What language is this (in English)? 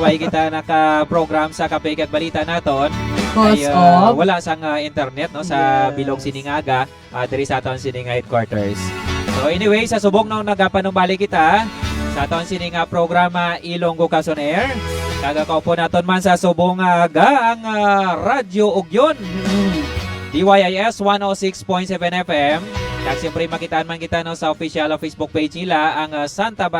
Hiligaynon